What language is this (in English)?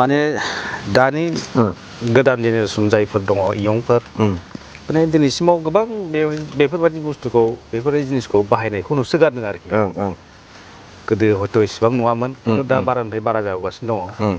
Bodo